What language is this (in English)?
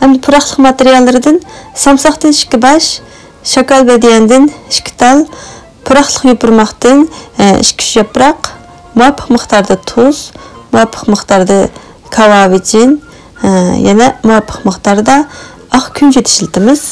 Uyghur